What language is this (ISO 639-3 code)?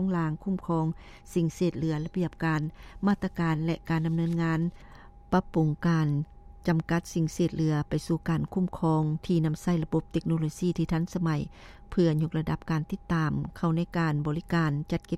lao